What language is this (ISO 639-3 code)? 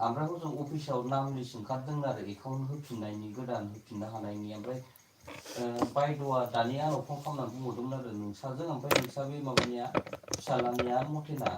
brx